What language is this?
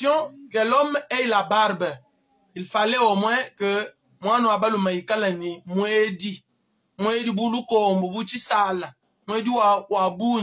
Luba-Lulua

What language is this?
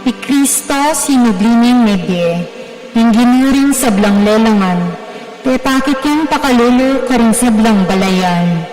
Pampanga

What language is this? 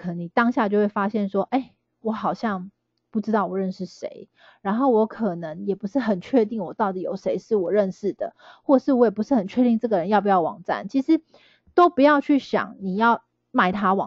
Chinese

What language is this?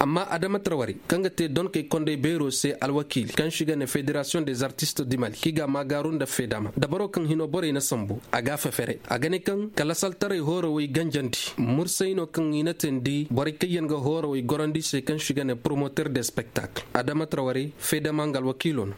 Koyraboro Senni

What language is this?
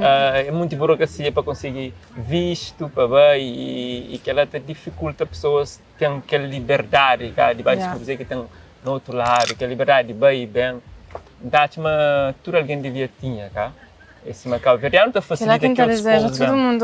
Kabuverdianu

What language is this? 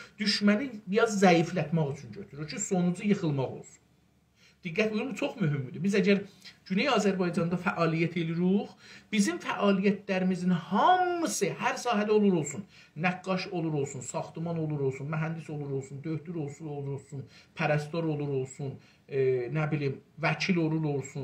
South Azerbaijani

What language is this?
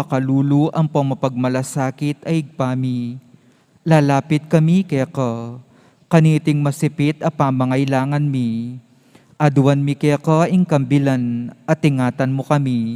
Pampanga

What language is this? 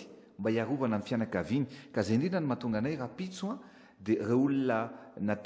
Malagasy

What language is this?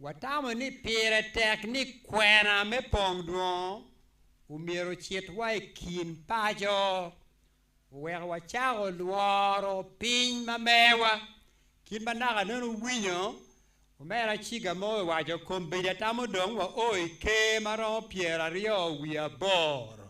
Acoli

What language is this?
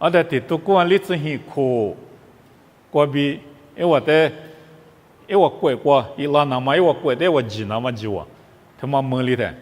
Lisu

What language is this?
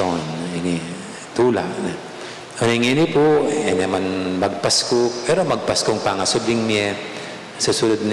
Pampanga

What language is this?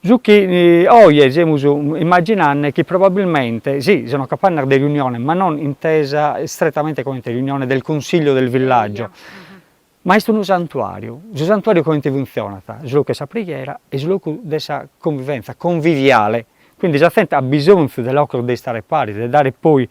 Sardinian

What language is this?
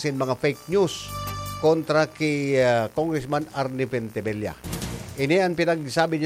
Bikol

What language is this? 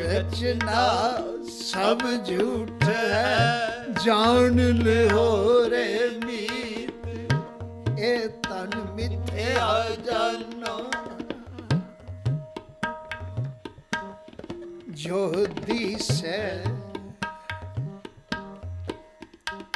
Punjabi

